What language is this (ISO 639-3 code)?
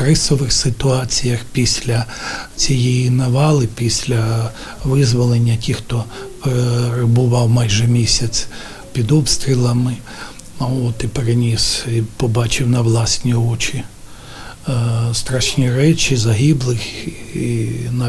ukr